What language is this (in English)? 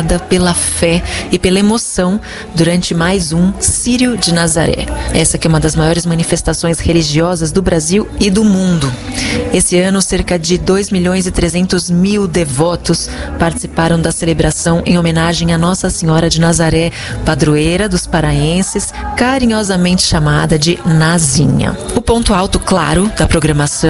Portuguese